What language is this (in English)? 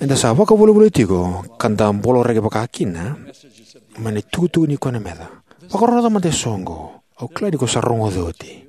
Fijian